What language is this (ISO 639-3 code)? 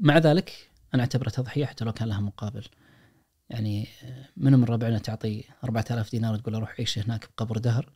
ars